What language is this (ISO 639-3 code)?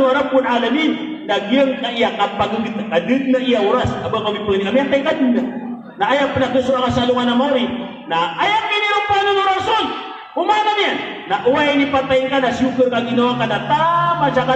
mrw